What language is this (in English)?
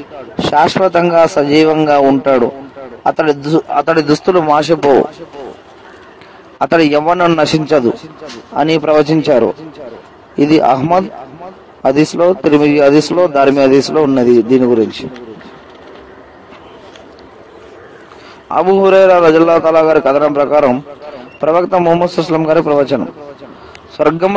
Telugu